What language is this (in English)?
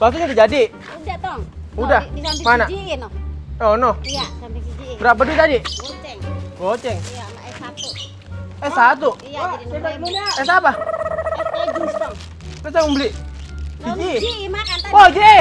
Betawi